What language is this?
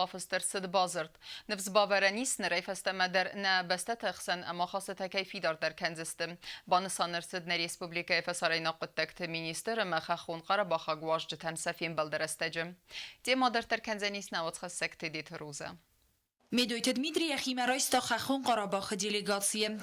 Ossetic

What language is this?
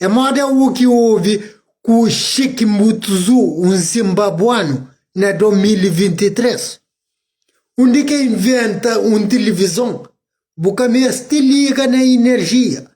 Kabuverdianu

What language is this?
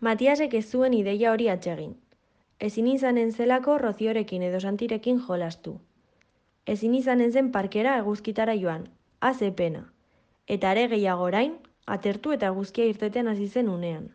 Basque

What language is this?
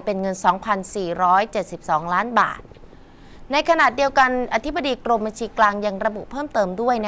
Thai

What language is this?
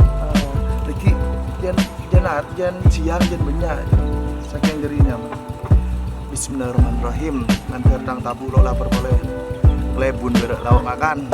Madurese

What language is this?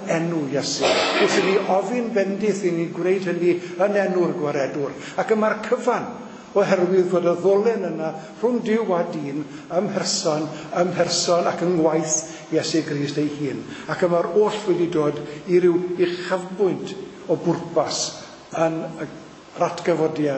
Welsh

